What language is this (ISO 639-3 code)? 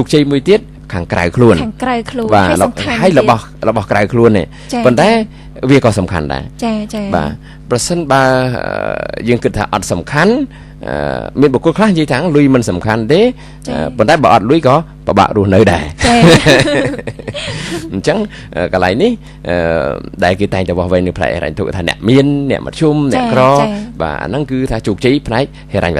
khm